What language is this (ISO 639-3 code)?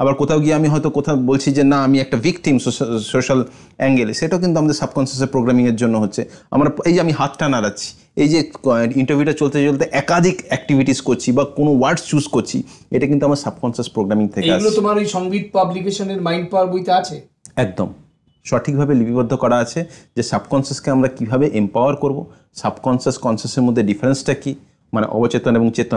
ben